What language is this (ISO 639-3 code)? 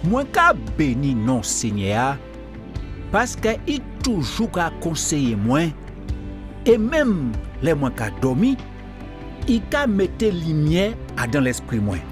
gcf